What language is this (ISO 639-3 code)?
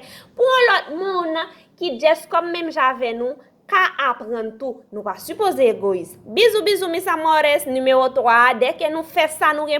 hat